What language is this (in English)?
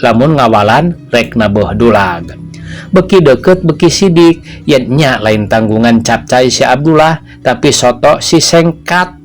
Sundanese